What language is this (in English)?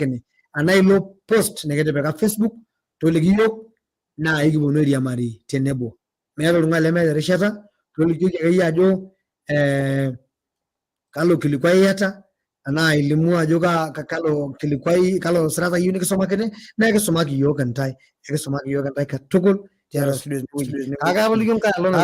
Masai